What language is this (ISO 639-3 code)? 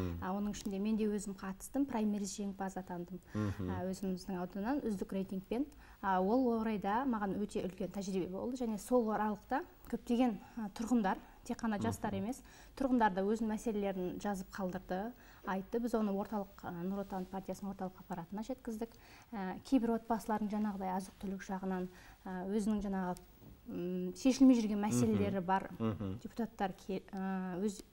kaz